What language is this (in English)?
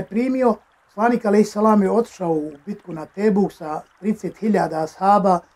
Bosnian